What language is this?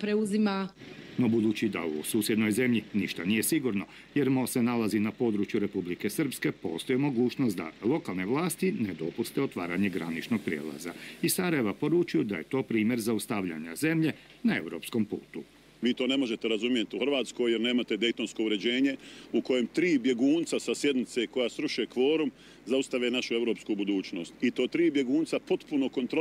Croatian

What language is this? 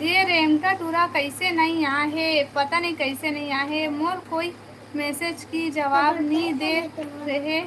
Chhattisgarhi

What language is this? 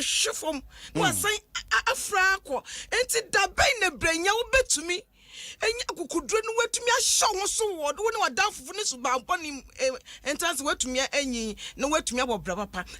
Akan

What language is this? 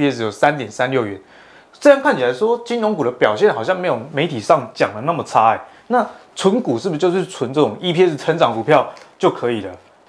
Chinese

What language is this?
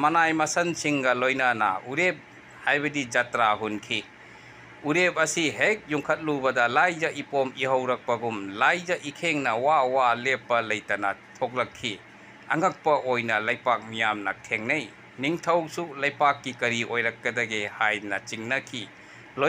Manipuri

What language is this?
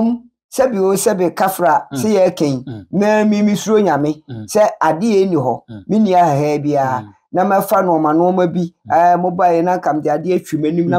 Akan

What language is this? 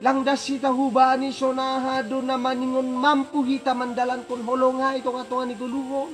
Batak Simalungun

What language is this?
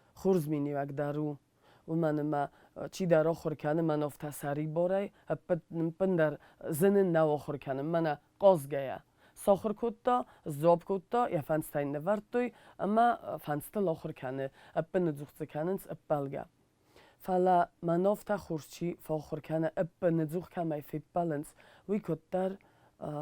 Ossetic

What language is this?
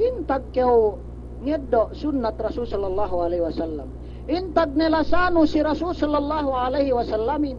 Yakan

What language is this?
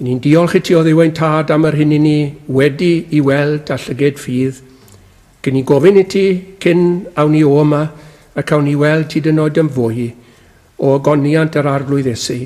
Welsh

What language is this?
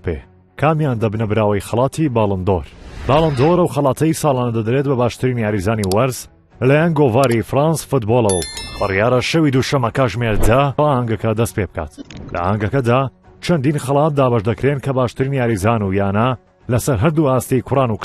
Central Kurdish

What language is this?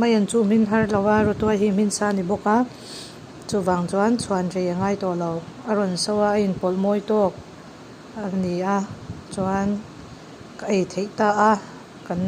Mizo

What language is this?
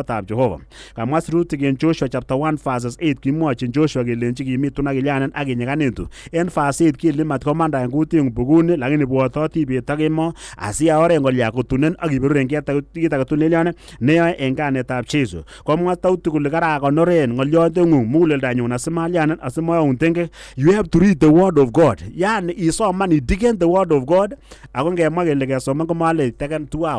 Kalenjin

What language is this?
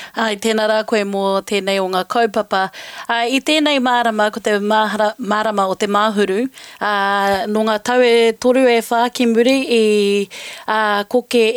Māori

